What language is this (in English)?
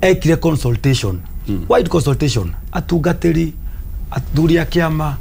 Kikuyu